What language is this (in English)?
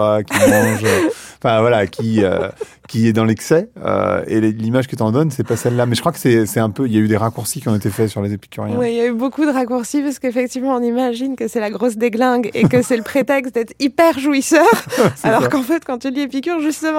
French